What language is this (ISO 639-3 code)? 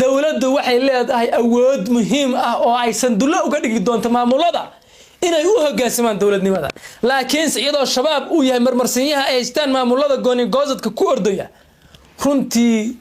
som